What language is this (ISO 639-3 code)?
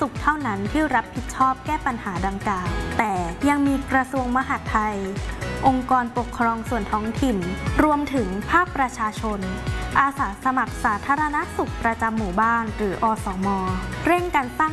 tha